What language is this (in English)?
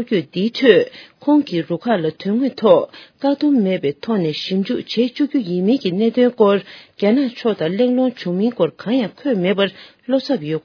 Tibetan